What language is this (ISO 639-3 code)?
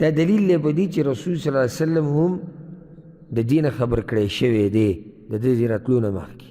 pus